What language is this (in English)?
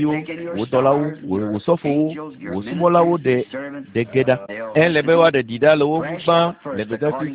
Ewe